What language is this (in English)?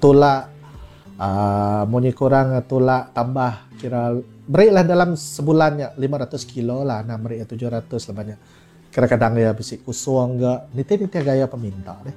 Iban